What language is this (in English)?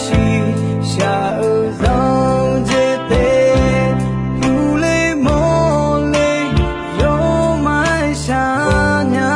Akha